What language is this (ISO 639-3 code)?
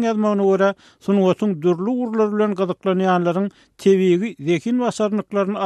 tuk